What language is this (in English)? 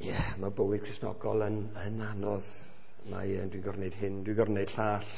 Welsh